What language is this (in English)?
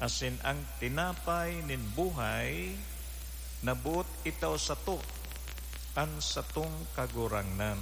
Bikol